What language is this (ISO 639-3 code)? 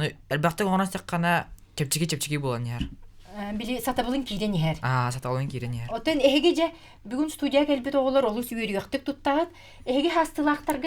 sah